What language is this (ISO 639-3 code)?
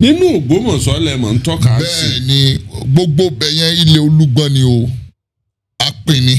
yor